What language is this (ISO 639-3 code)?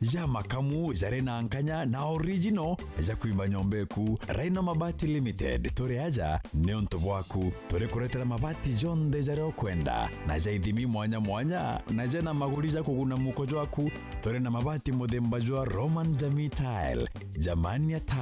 mer